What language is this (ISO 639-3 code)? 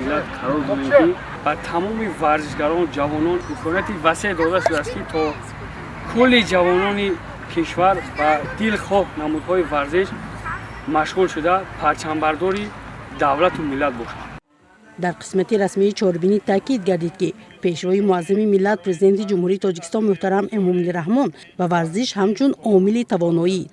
tgk